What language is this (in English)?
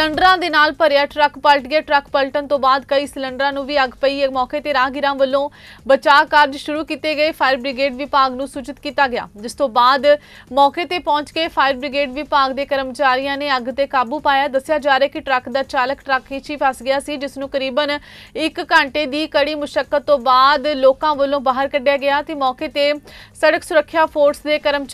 Punjabi